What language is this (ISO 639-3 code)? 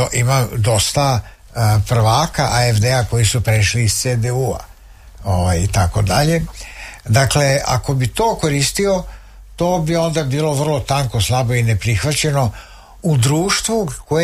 srp